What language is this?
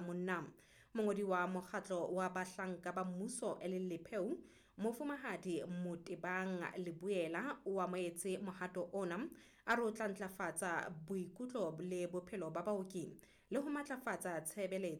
Southern Sotho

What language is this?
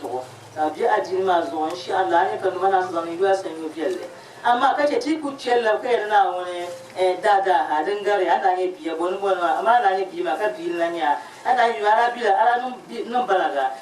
Dagbani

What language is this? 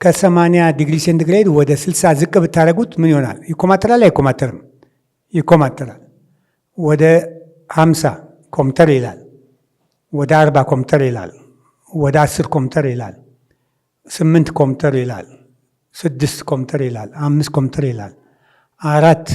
Amharic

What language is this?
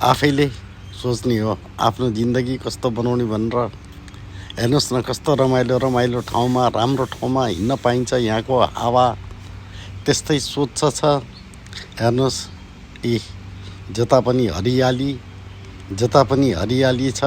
Nepali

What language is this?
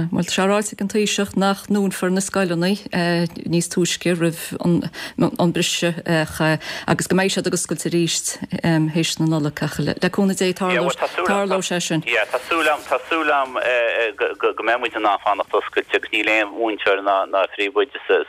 Irish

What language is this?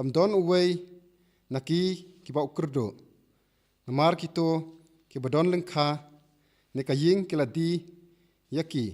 Khasi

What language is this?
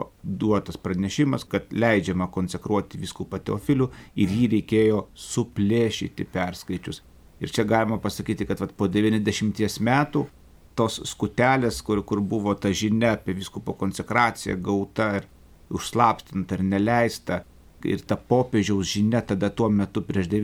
Lithuanian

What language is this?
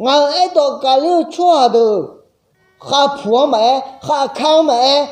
Akha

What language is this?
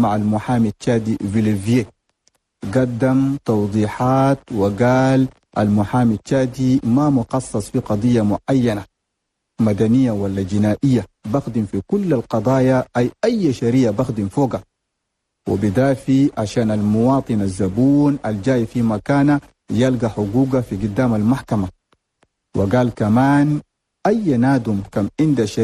Chadian Arabic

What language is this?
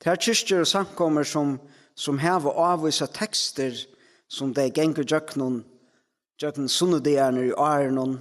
Faroese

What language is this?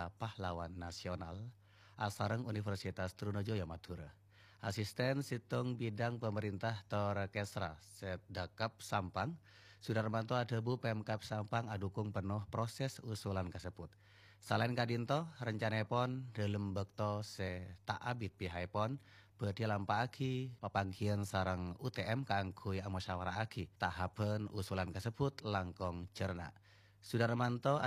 Madurese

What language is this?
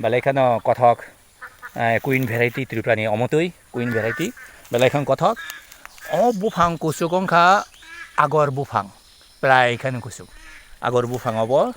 Kok Borok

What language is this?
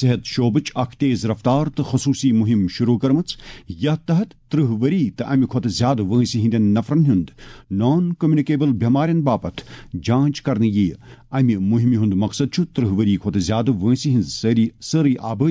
Kashmiri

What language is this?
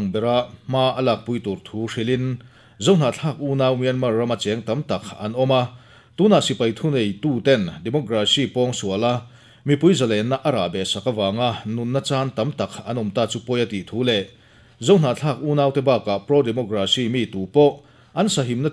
Mizo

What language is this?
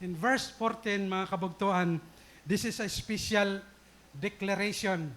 Waray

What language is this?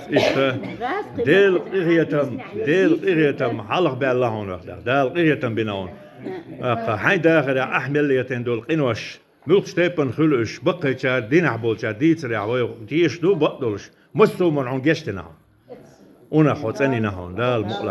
Chechen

